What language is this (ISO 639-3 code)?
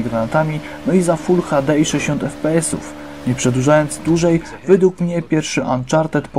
pol